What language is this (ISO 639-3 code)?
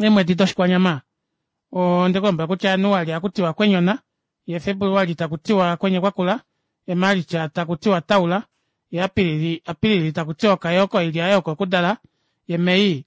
kua